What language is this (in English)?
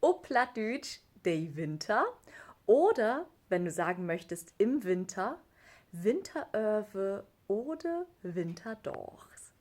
Low German